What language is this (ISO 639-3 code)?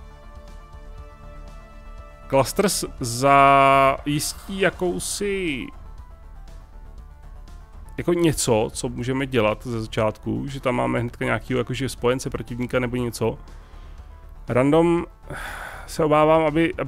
ces